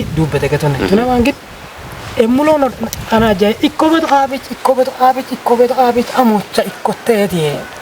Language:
Kafa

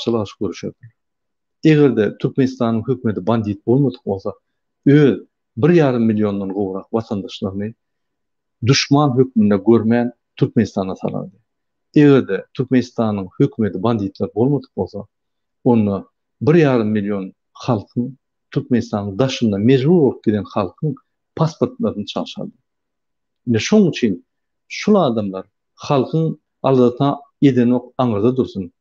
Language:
Turkmen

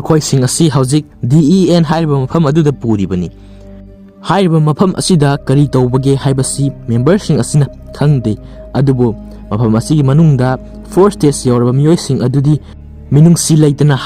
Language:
Manipuri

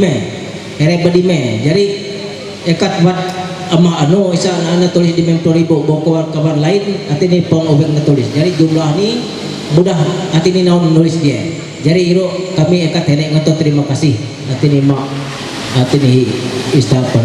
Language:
Ma'anyan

